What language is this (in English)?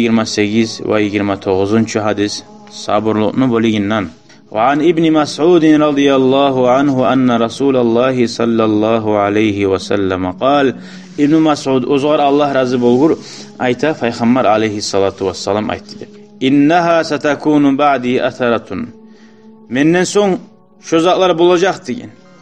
Kumyk